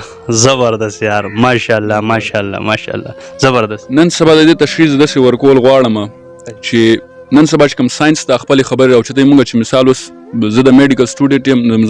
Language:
Pashto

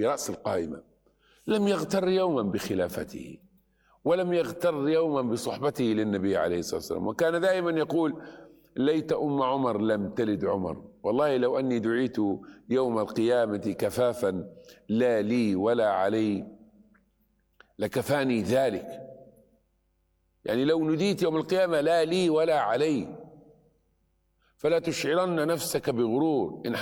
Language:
Arabic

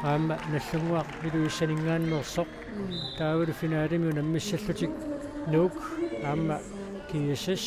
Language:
Kalaallisut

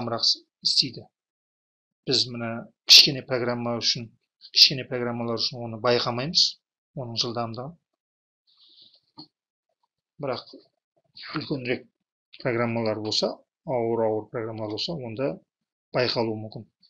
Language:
Kazakh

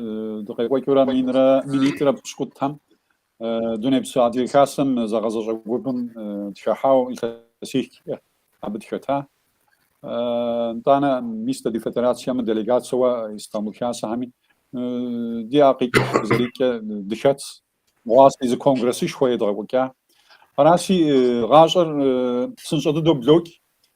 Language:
Kabardian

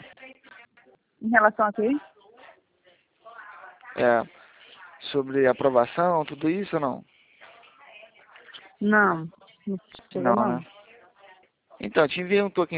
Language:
Portuguese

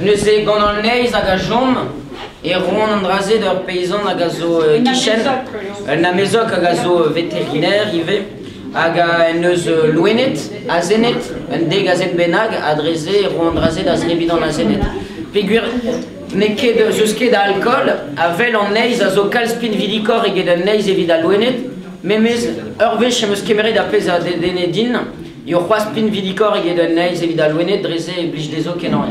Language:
Breton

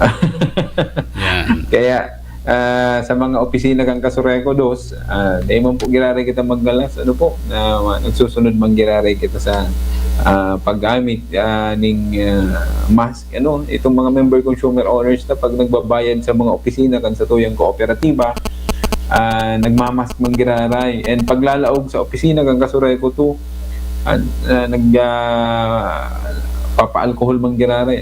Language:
Bikol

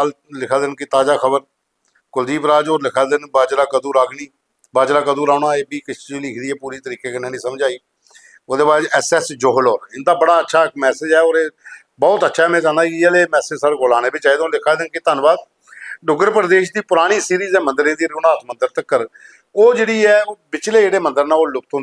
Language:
Dogri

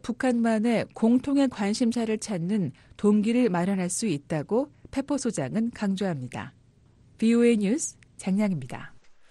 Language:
Korean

